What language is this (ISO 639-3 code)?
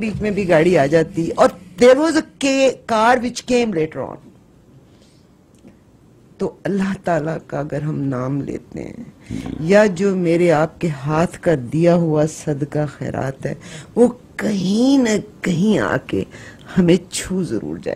urd